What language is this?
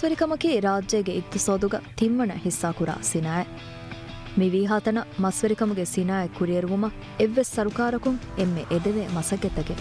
Divehi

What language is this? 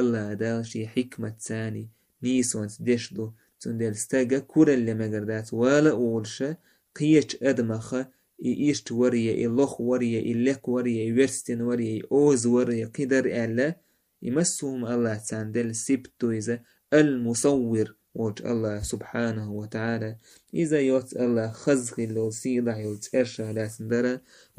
Chechen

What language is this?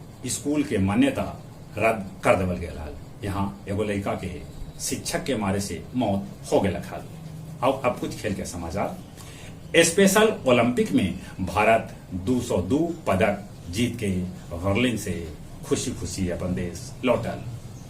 Magahi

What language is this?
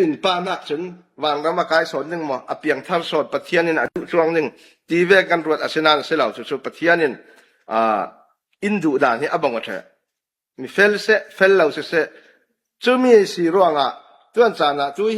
Falam Chin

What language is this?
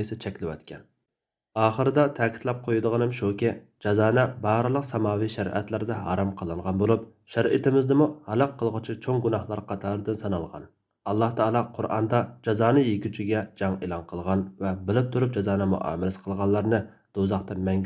Uyghur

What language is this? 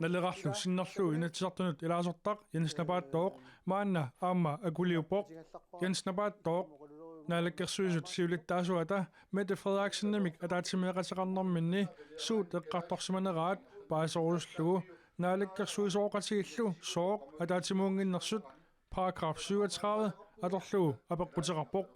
Kalaallisut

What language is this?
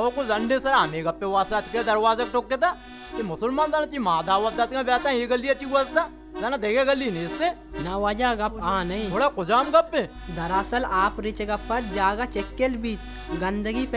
Baluchi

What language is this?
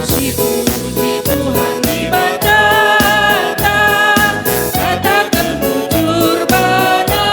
Batak Karo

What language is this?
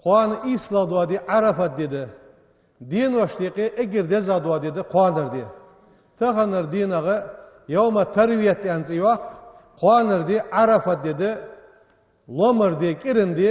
Ingush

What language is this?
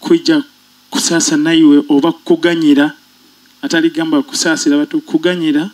Nyoro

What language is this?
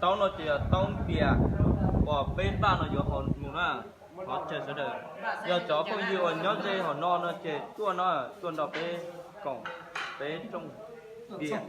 Hmong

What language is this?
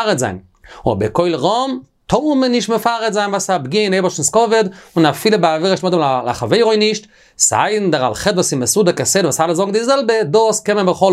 Yiddish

